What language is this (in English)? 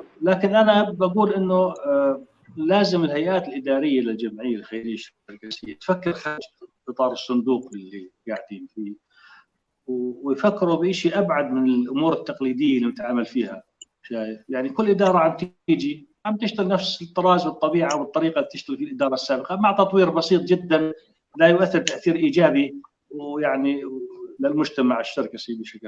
North Levantine Arabic